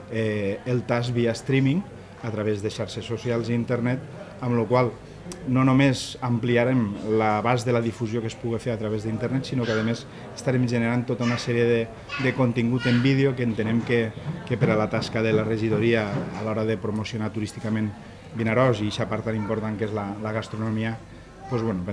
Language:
Catalan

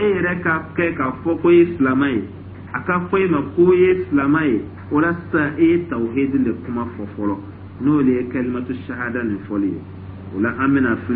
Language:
Dyula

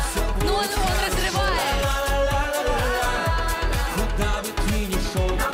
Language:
Russian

